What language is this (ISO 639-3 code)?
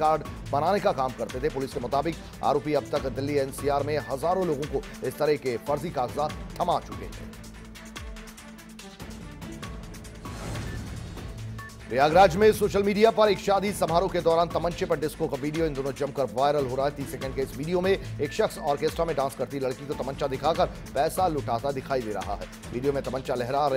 hin